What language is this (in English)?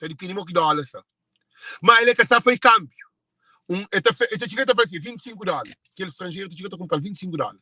Kabuverdianu